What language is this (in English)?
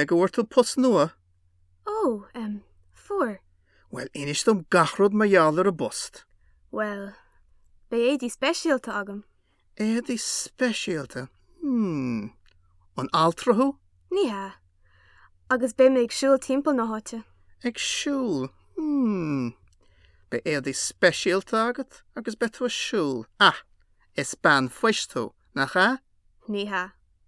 Irish